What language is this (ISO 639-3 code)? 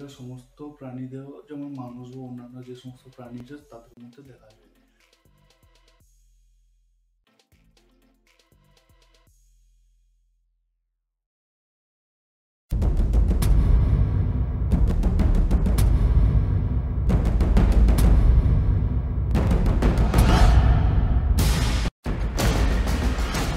ben